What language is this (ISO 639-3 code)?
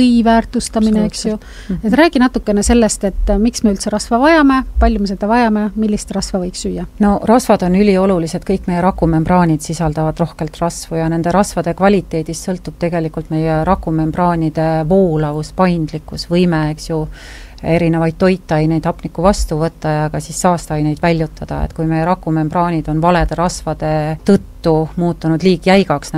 est